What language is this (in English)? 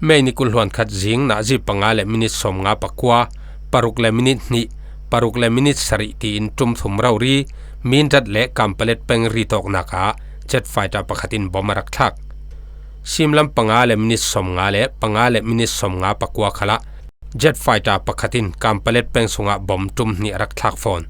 Falam Chin